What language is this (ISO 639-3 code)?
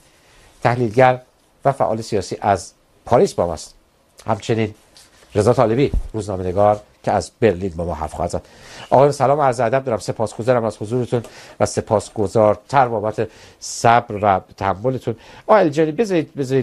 fas